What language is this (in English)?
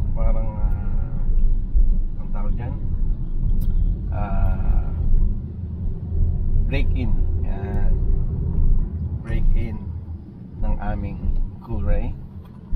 Filipino